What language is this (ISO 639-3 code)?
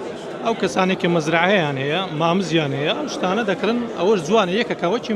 ckb